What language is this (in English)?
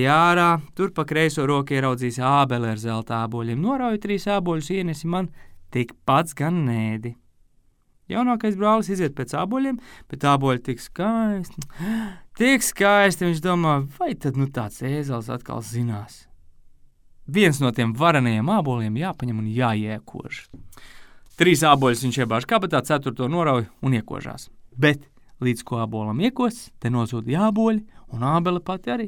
Latvian